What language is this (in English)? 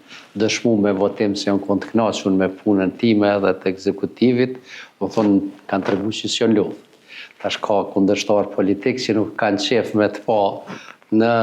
Albanian